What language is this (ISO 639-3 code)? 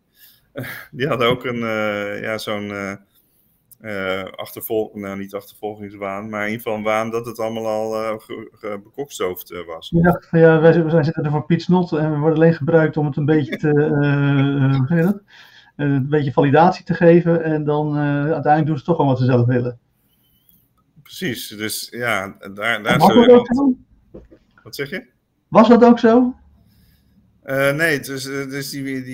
nld